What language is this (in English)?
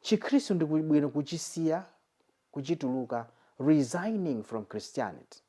Nyanja